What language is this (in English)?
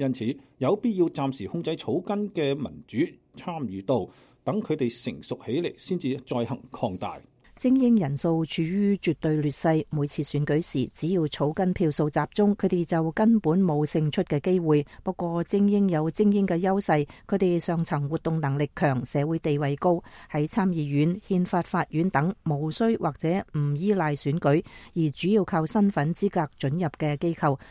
Cantonese